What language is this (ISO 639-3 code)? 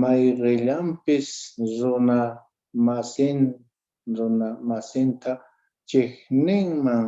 que